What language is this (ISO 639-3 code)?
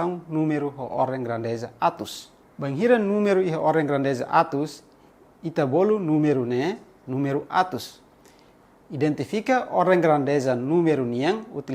tet